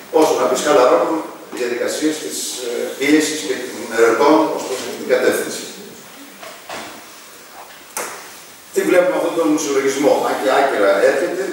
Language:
Greek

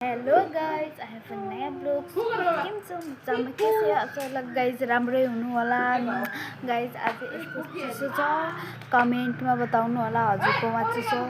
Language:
Nepali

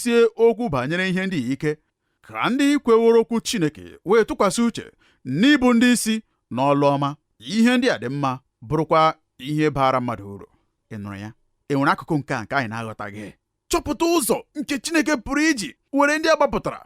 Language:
Igbo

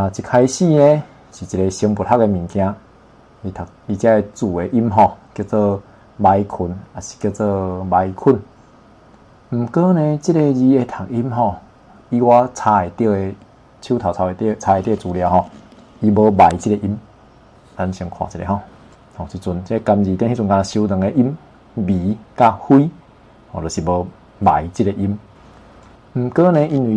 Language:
Min Nan Chinese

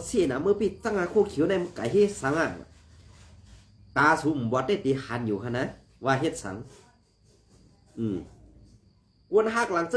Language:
Shan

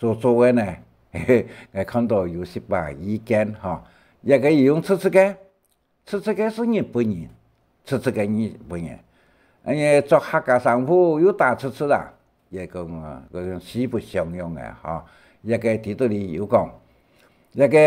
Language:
Hakka Chinese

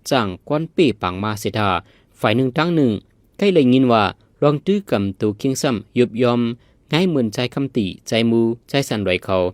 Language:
Shan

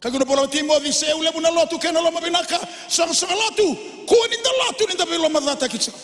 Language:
Fijian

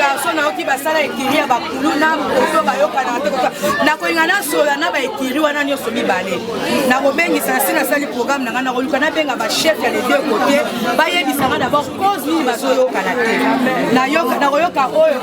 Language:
Lingala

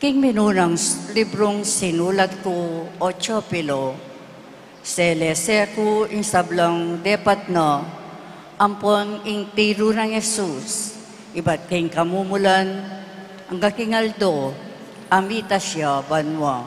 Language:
Pampanga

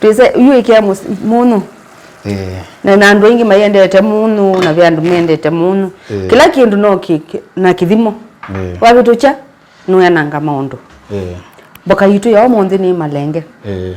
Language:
Kamba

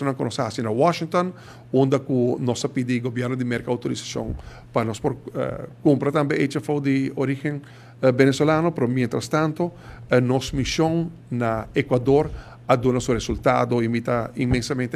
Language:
Papiamento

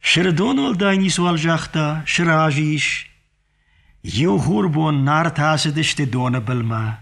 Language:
Azerbaijani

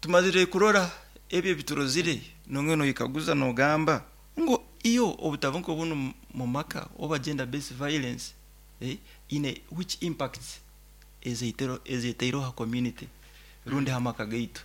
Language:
Nyoro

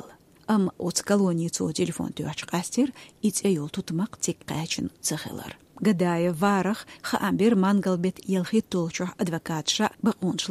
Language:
Chechen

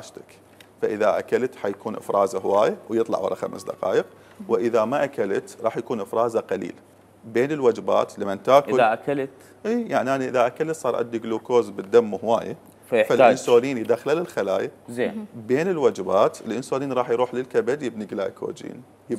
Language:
Mesopotamian Arabic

